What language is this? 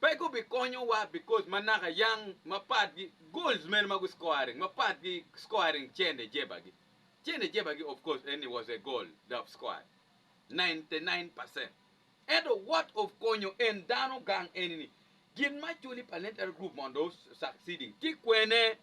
Acoli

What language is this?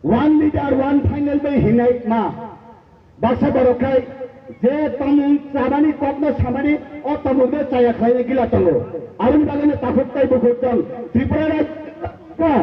Kok Borok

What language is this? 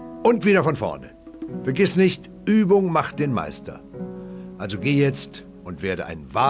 Bavarian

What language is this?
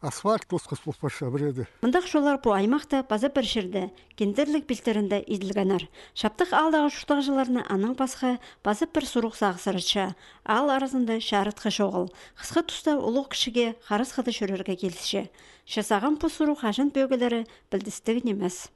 Khakas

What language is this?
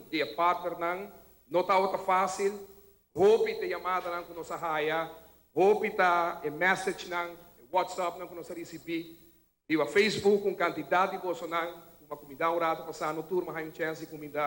Papiamento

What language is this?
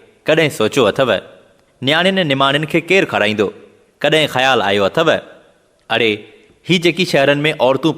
Sindhi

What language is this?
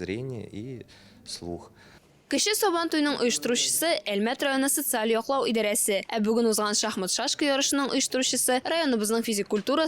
Tatar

